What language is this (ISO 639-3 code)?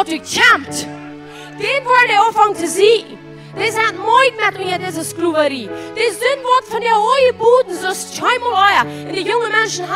pdt